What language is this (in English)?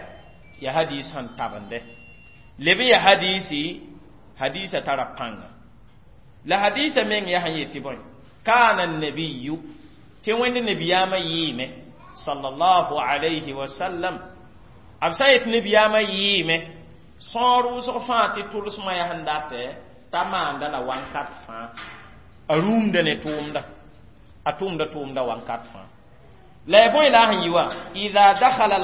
Mossi